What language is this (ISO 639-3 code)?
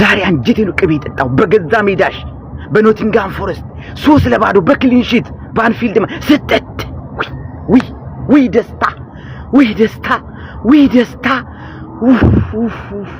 amh